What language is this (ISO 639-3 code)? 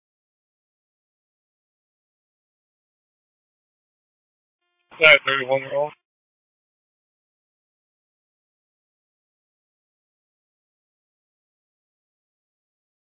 eng